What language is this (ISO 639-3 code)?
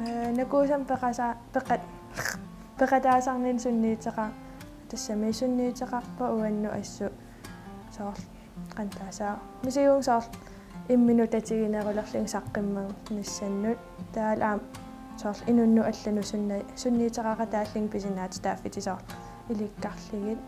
kal